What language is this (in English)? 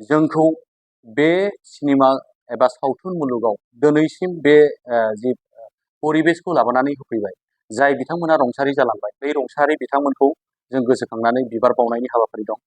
Bodo